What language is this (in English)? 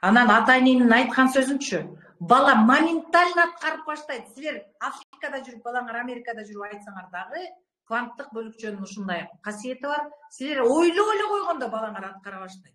Kyrgyz